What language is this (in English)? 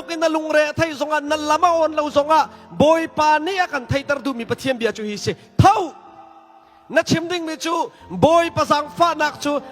Hakha Chin